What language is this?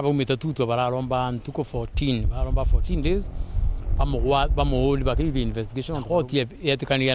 Meru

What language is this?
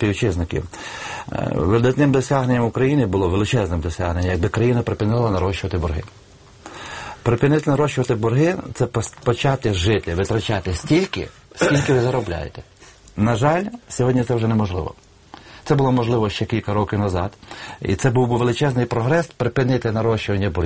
Ukrainian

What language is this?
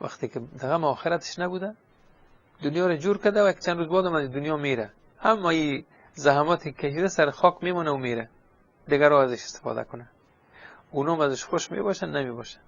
Persian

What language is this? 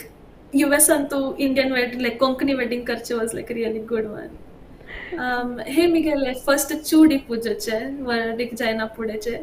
Konkani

